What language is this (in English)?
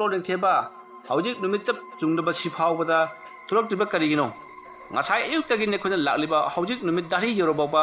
Manipuri